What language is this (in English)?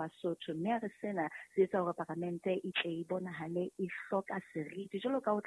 Southern Sotho